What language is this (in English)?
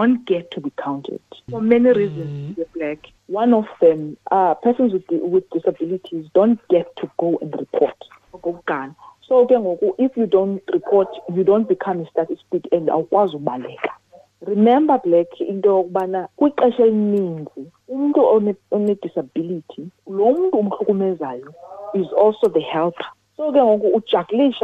Xhosa